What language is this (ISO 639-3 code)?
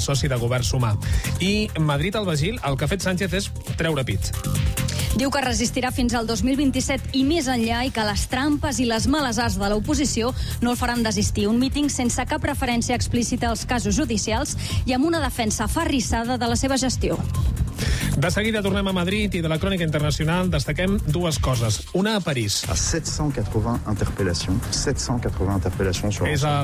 cat